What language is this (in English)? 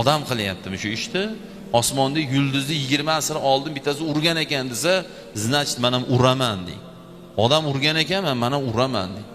Uzbek